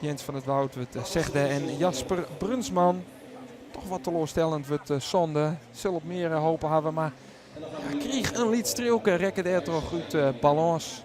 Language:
Western Frisian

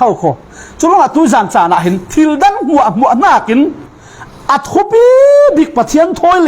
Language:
Falam Chin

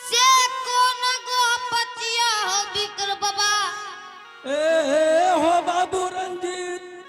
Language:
Angika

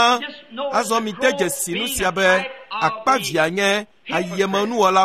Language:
Ewe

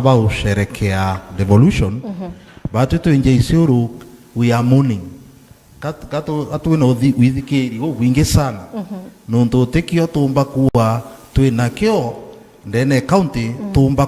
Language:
Meru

